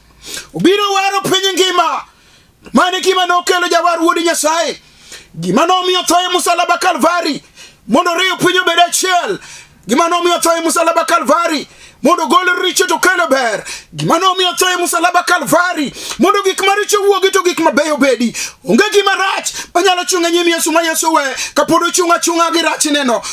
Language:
Luo (Kenya and Tanzania)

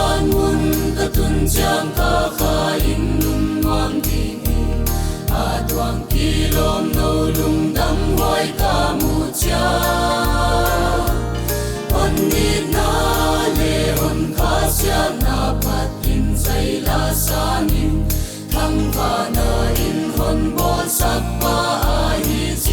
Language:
Paite Chin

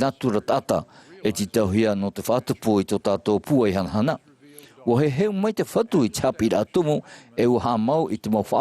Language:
Tahitian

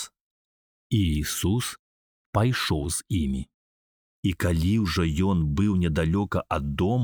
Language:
Belarusian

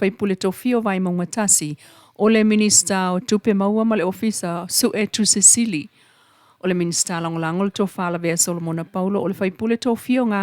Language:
Samoan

